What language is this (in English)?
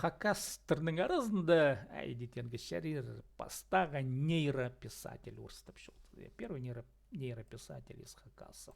Khakas